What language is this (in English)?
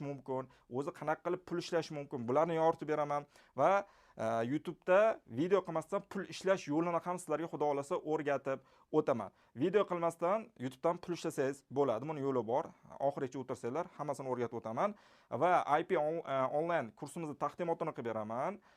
Uzbek